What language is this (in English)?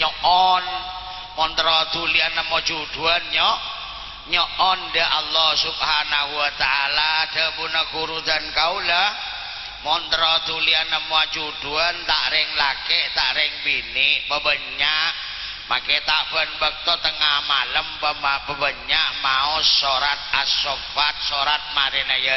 Madurese